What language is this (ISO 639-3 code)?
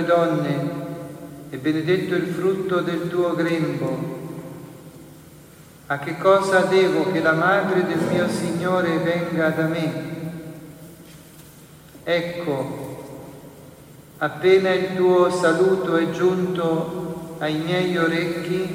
ita